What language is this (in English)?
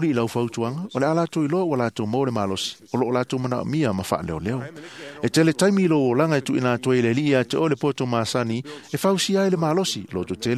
Samoan